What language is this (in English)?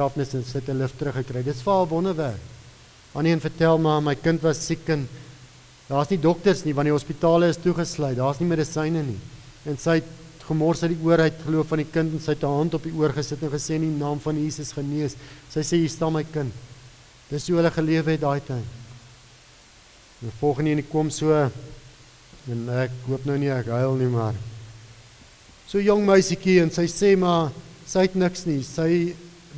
Afrikaans